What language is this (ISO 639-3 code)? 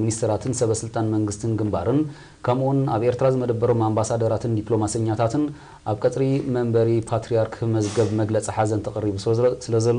tir